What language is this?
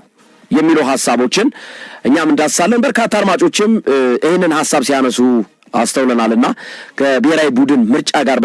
Amharic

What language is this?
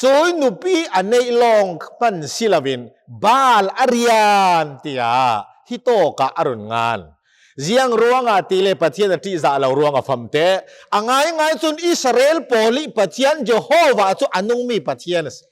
Hakha Chin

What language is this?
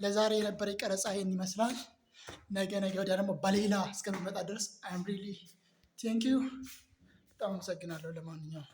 Amharic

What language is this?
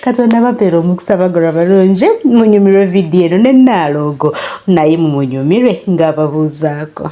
Ganda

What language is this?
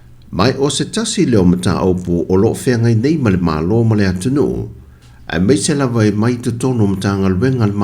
Samoan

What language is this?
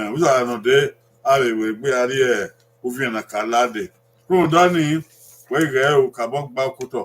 Bini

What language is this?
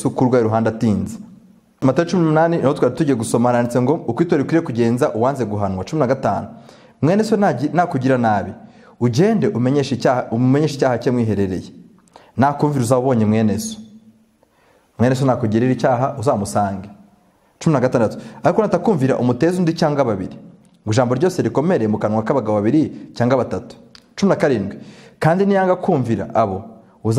Kinyarwanda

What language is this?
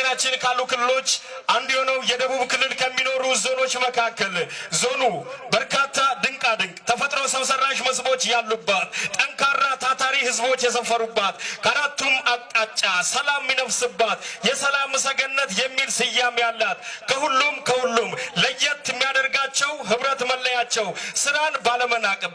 Amharic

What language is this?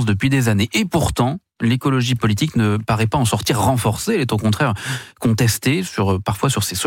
French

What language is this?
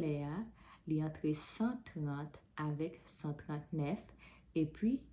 Haitian Creole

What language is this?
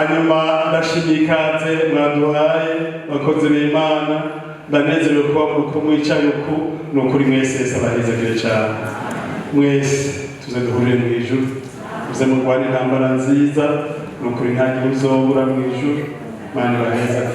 Rundi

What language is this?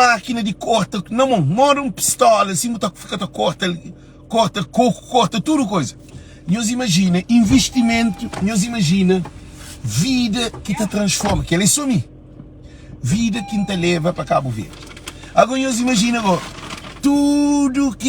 Kabuverdianu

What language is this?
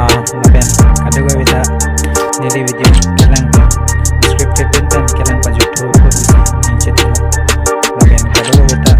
Karbi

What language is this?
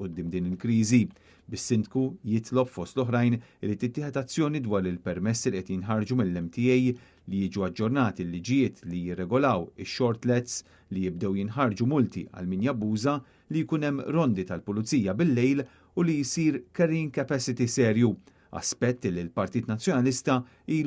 Maltese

